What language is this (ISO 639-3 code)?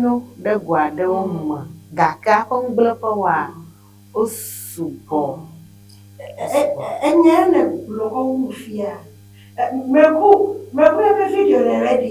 ewe